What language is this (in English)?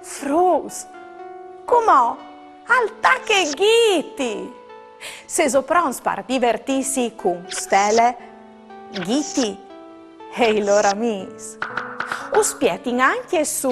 Friulian